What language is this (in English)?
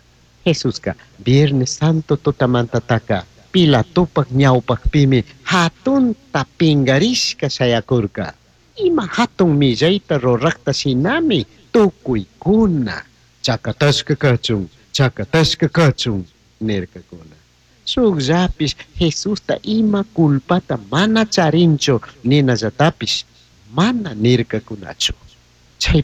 Chimborazo Highland Quichua